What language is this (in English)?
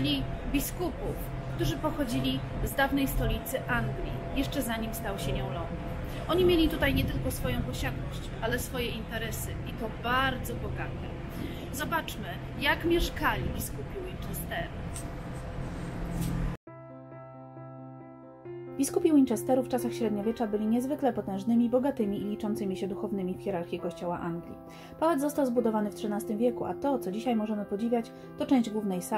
Polish